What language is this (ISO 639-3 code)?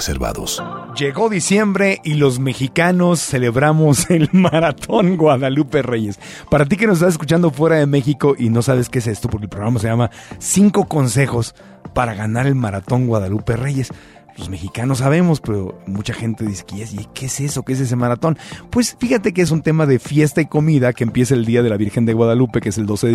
spa